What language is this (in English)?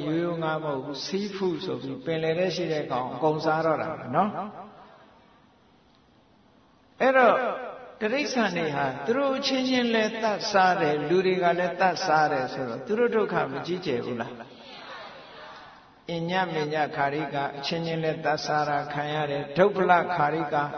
Burmese